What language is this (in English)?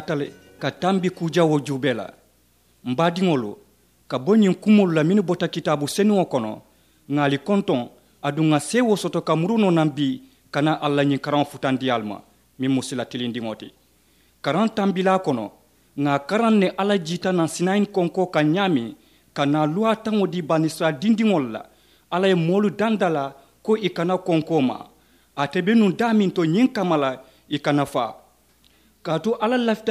Mandingo